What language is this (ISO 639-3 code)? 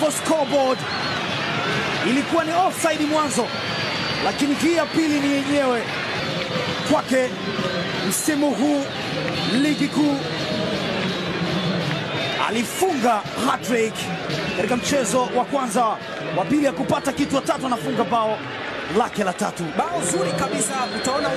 swa